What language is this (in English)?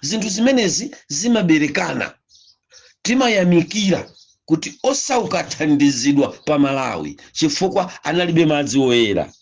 Nyanja